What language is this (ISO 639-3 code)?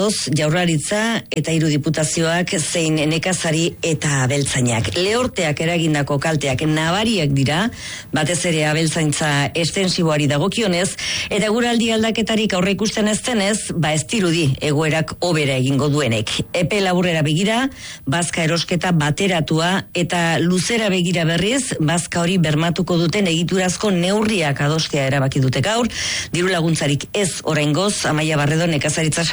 eus